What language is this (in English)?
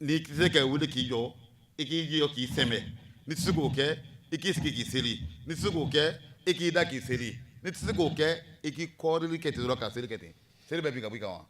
Bambara